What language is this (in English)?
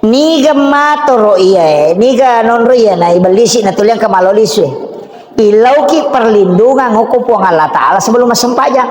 Buginese